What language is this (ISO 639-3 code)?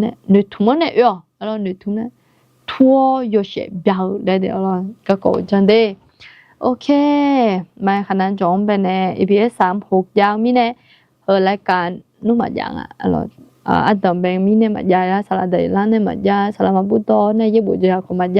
ahk